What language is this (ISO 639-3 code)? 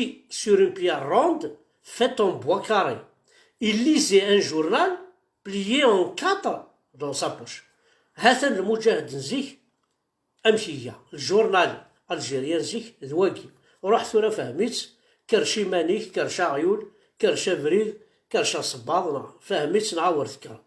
kab